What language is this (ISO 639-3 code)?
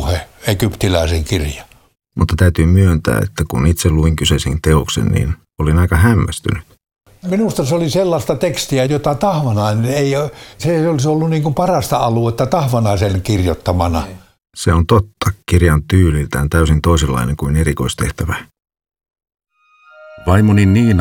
fin